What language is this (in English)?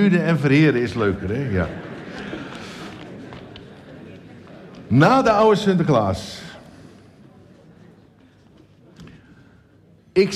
Dutch